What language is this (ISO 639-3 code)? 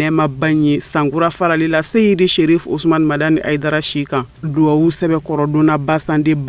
bam